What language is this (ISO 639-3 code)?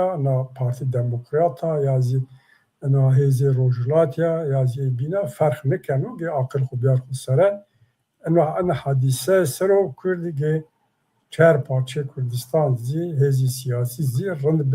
zza